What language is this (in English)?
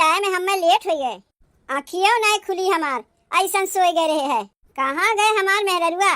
Awadhi